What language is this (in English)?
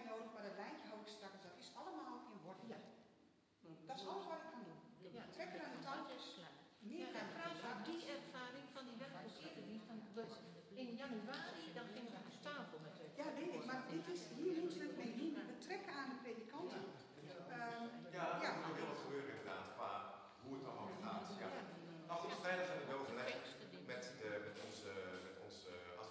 Dutch